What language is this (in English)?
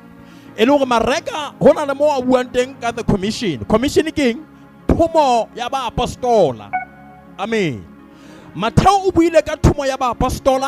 Southern Sotho